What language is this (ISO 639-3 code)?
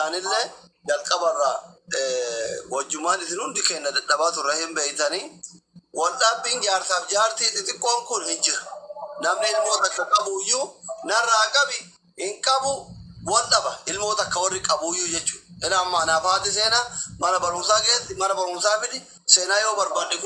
orm